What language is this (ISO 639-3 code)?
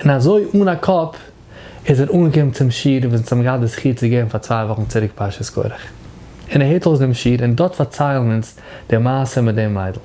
yid